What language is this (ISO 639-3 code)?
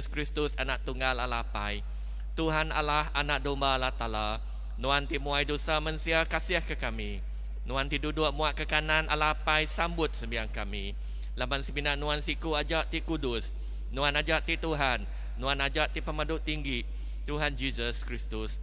iba